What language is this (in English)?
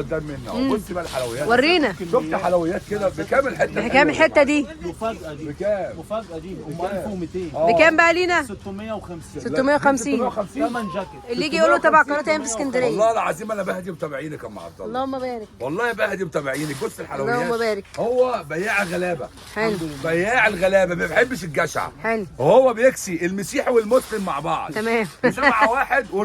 Egyptian Arabic